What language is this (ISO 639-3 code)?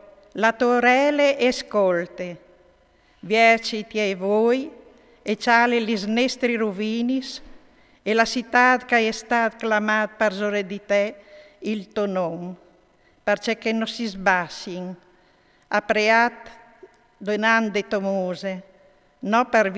fur